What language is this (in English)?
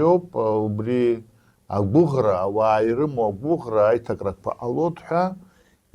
Abkhazian